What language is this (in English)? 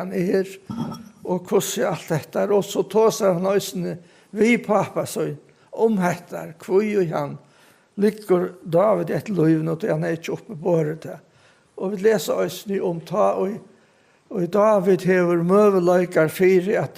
Faroese